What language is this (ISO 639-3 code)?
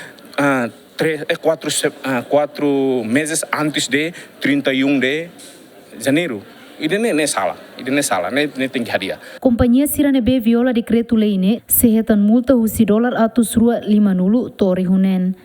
tet